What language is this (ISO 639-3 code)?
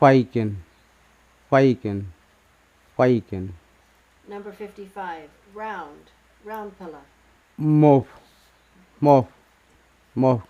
kms